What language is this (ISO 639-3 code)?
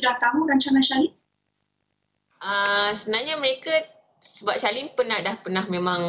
msa